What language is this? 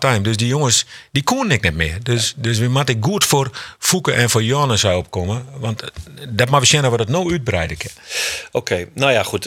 Western Frisian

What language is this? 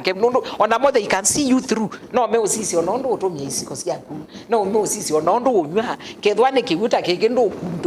Kamba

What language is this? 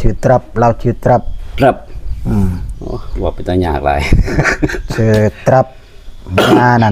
Northeastern Thai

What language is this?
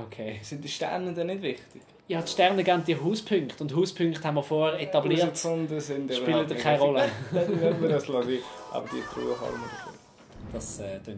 Swiss German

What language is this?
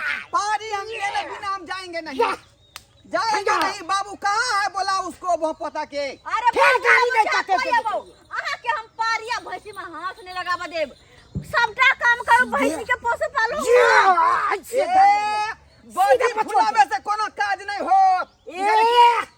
Maithili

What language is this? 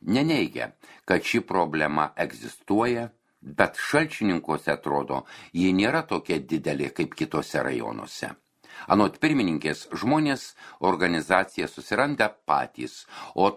Lithuanian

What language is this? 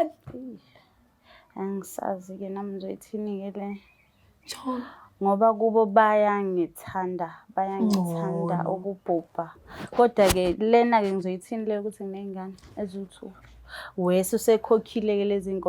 Zulu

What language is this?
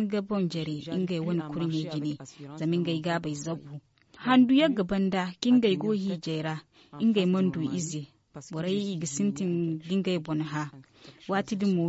Zarma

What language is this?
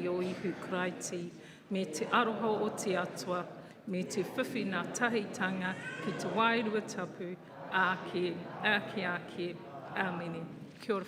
Māori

